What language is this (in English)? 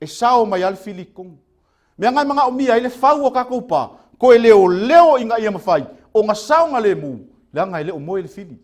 Samoan